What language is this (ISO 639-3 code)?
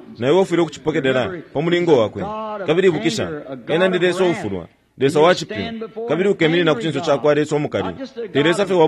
bem